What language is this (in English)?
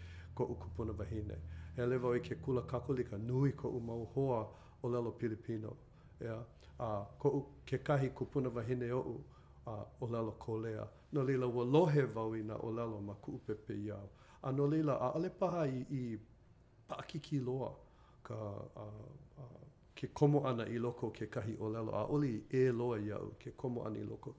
Hawaiian